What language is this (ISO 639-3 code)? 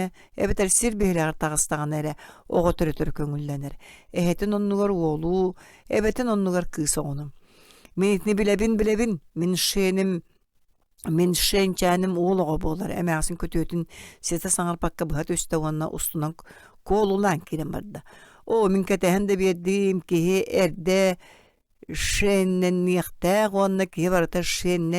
sah